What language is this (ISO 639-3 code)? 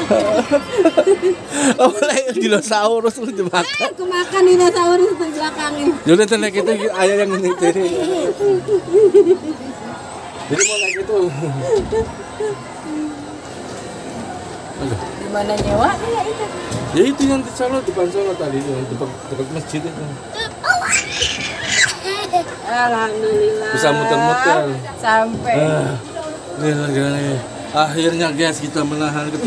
ind